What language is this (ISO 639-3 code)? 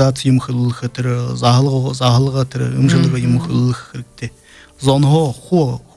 bua